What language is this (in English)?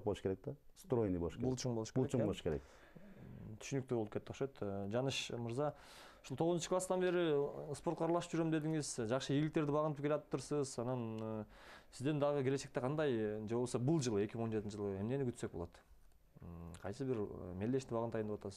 Kyrgyz